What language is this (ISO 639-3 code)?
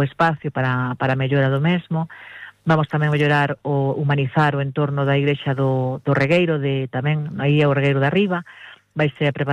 glg